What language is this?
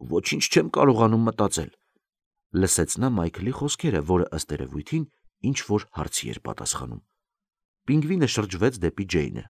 Armenian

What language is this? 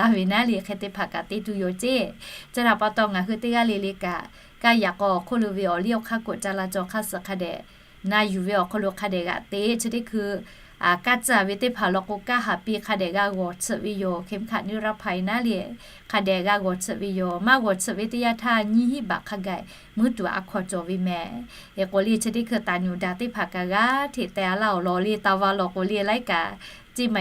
Lahu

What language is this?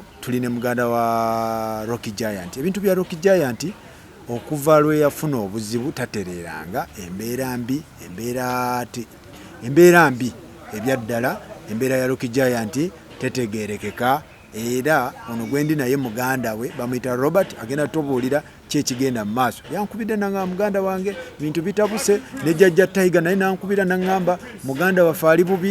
Ganda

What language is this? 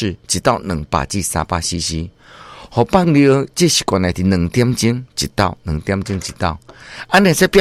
Min Nan Chinese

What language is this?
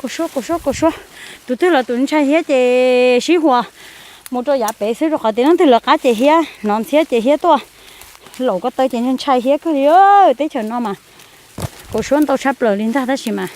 Hmong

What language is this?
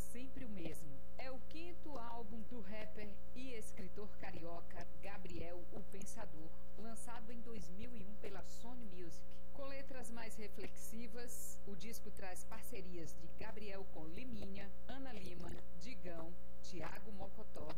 Portuguese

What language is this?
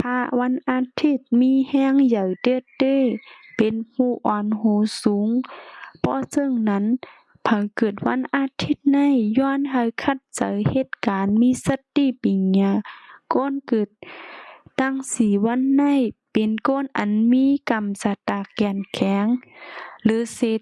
Shan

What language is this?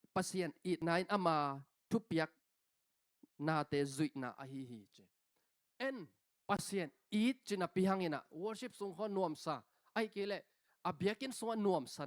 Tedim Chin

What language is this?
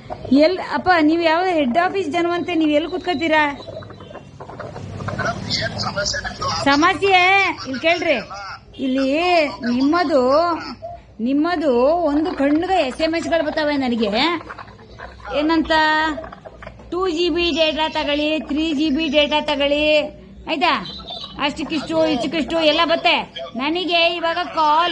Kannada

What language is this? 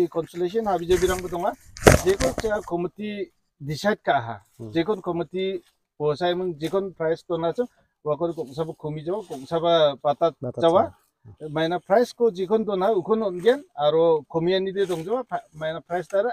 Garo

